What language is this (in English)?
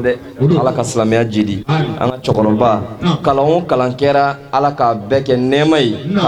Bambara